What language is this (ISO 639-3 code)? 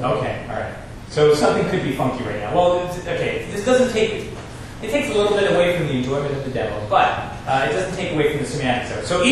eng